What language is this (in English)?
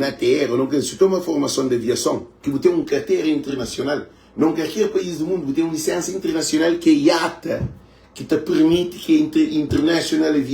Kabuverdianu